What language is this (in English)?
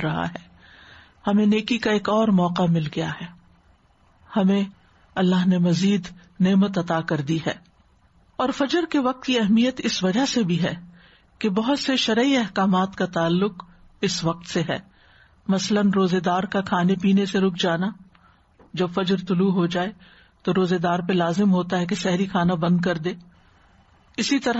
Urdu